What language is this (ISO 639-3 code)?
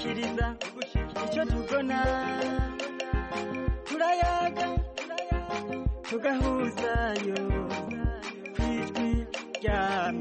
kin